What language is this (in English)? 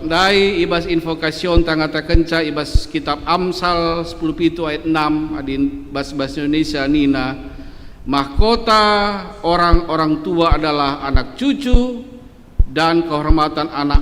Batak Karo